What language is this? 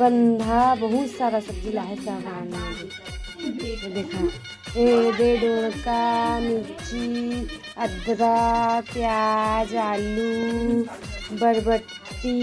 Chhattisgarhi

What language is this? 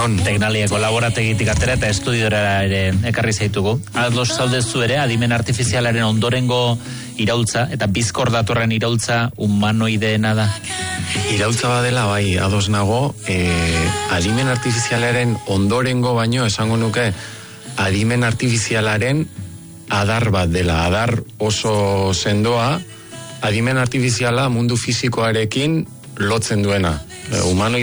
Basque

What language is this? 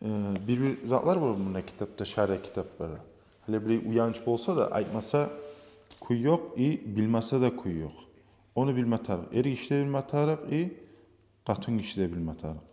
Kumyk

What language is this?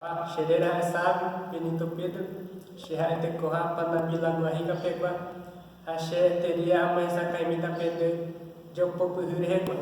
Guarani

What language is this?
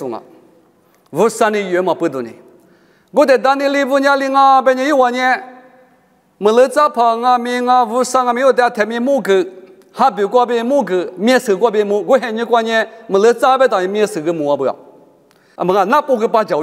Lisu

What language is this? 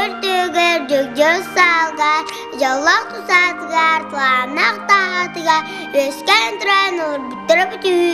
Yakut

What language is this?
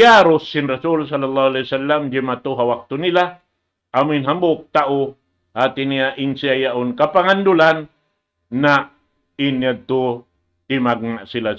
Tausug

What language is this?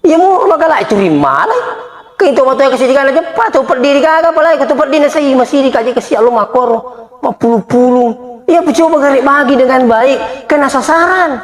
Buginese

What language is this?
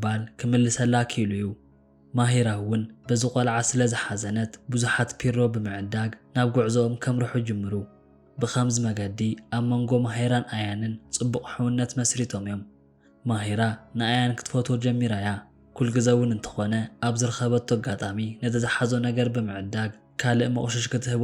Tigrinya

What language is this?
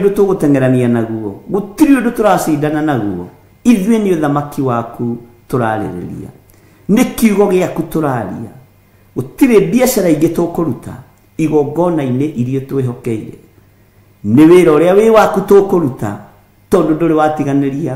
Kikuyu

